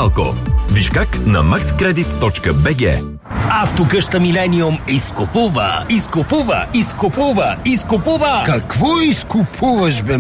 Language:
Bulgarian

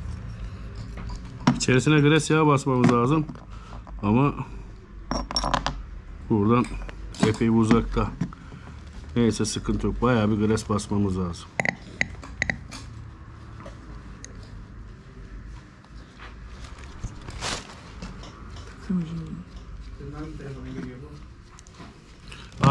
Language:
Turkish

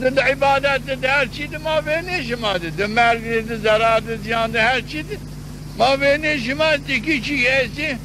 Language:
Zaza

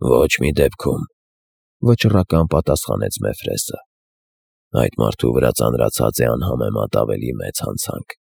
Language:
Armenian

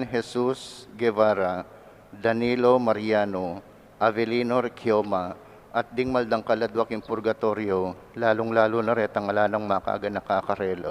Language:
Pampanga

